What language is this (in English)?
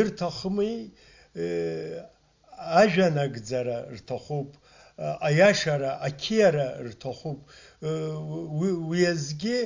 Abkhazian